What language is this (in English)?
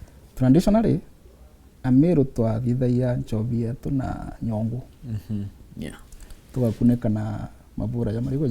Meru